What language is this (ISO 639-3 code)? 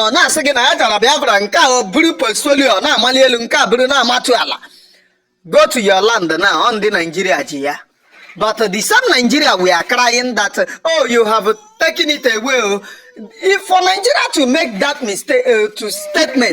ibo